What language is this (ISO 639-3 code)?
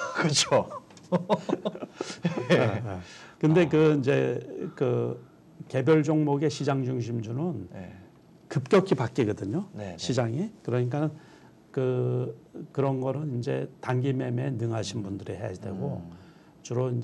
kor